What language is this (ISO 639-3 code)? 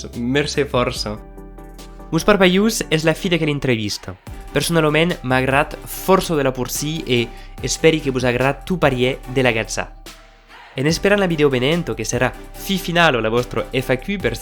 oci